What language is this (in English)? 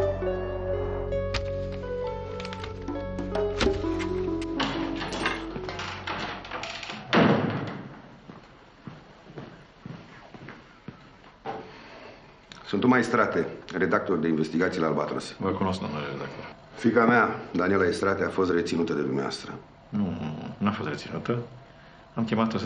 Romanian